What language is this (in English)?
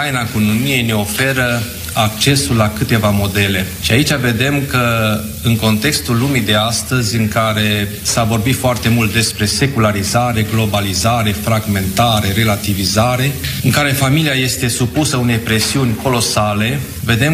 Romanian